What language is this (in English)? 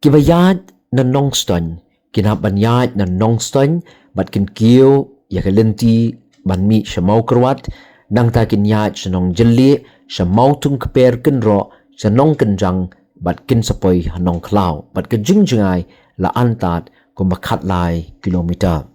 Khasi